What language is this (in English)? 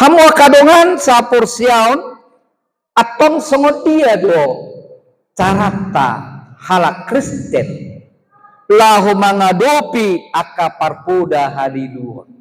Batak Toba